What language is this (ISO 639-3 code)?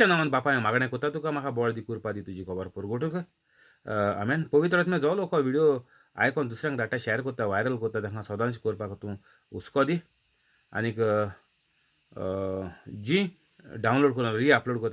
kok